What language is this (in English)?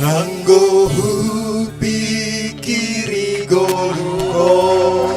Batak Simalungun